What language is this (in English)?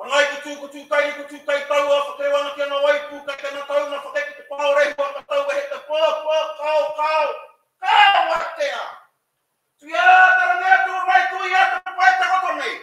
Māori